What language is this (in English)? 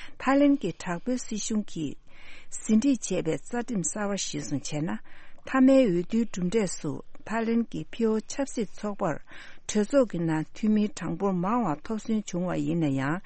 Tibetan